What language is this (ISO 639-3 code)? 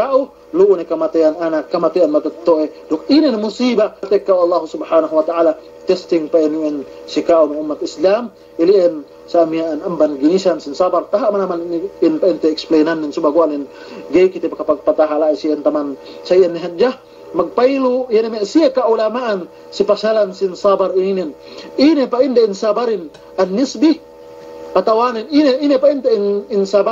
yka